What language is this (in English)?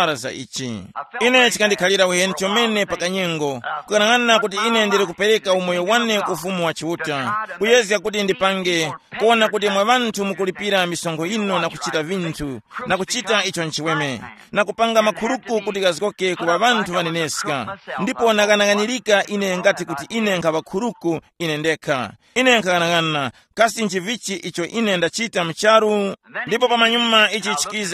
Tumbuka